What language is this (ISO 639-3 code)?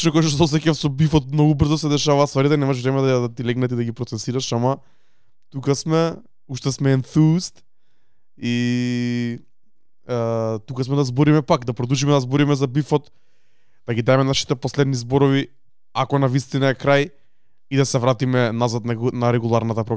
mkd